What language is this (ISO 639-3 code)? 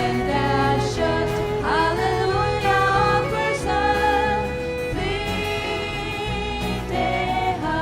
fao